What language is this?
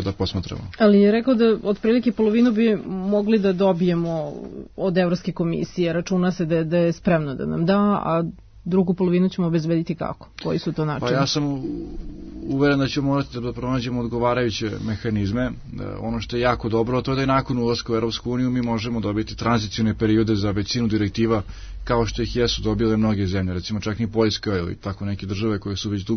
Serbian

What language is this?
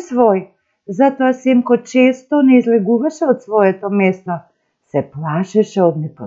Macedonian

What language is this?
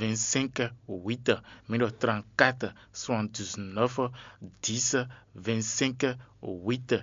Fon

